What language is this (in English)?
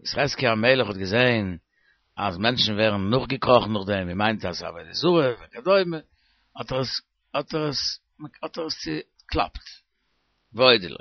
Yiddish